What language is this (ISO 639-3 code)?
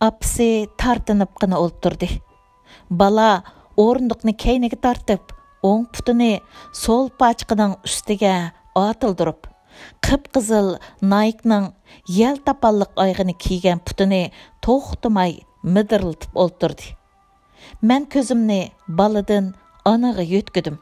uig